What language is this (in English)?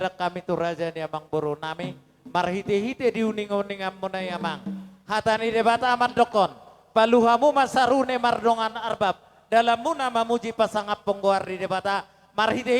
Batak Toba